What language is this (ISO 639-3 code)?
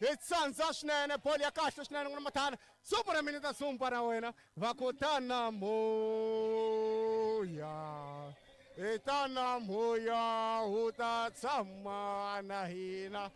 tso